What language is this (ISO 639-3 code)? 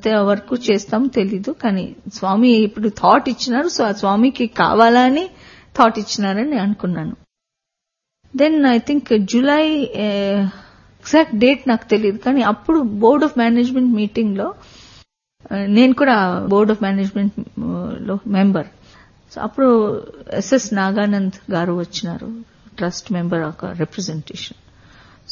tel